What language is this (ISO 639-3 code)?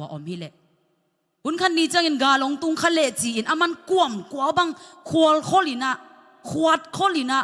ctd